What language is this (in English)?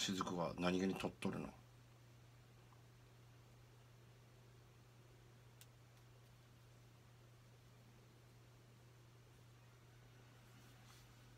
Japanese